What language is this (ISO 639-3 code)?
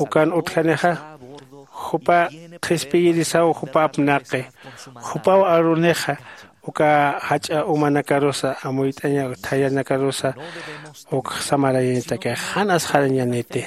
aym